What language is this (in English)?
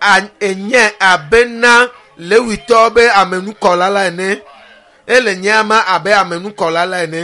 Ewe